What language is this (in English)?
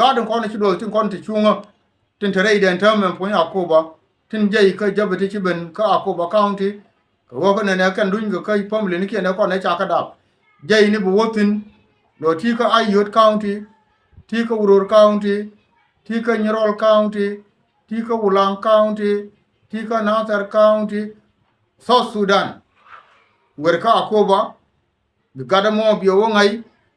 Nuer